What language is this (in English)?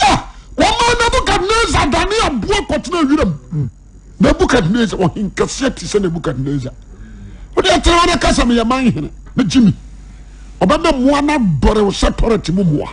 Akan